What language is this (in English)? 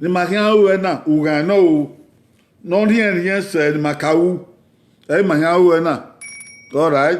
Bini